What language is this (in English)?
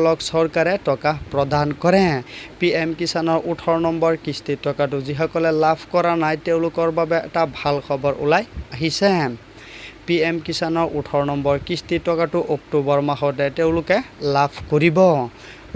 Assamese